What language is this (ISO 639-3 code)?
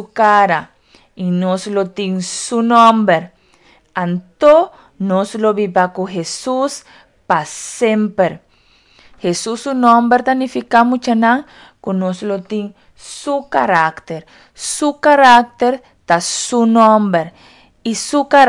pap